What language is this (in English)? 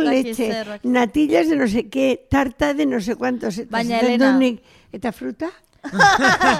Basque